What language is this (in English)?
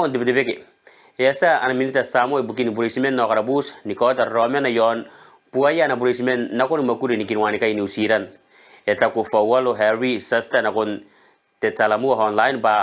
Gilbertese